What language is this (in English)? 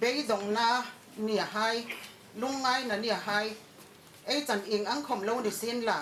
Hmar